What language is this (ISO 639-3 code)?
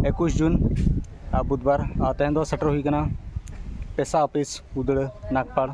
sat